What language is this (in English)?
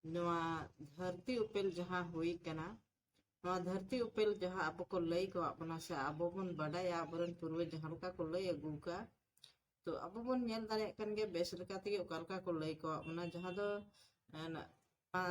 Santali